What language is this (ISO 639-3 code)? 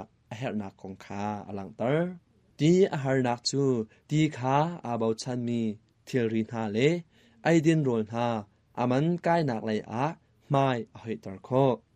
cnh